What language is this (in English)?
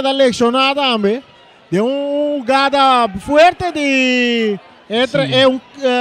Papiamento